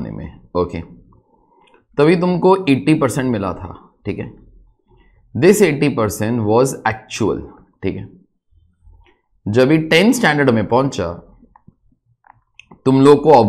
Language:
Hindi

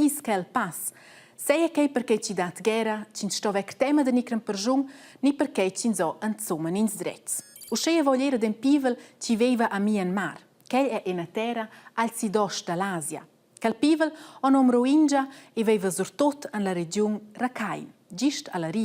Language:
Romansh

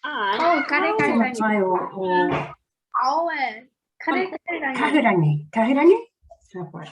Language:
Māori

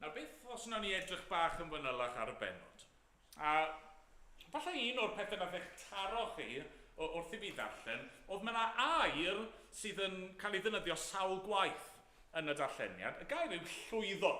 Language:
Welsh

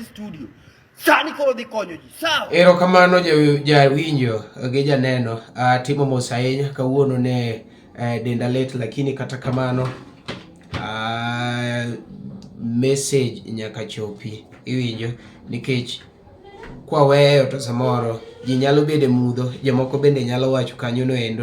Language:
Luo (Kenya and Tanzania)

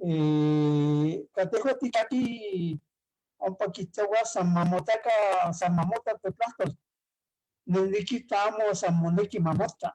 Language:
Eastern Huasteca Nahuatl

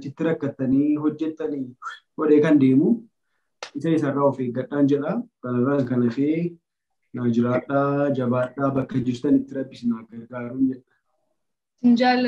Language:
Oromo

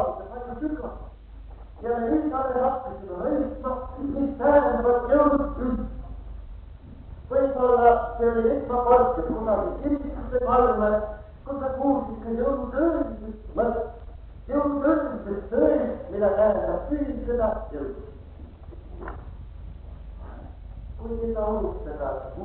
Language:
Estonian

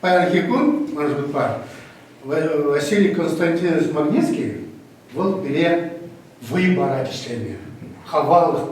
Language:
Chuvash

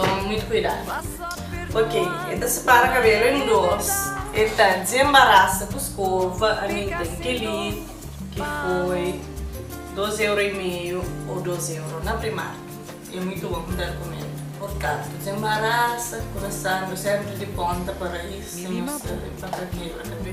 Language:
Kabuverdianu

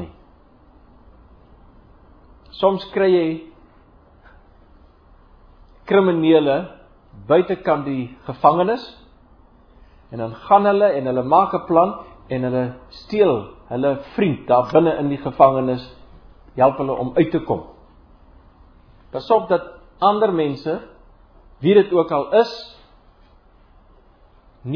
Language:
Afrikaans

